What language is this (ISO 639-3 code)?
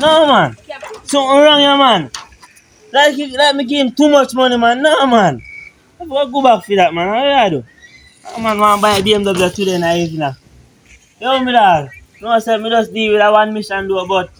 jam